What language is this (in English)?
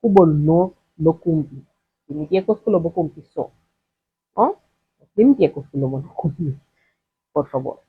Papiamento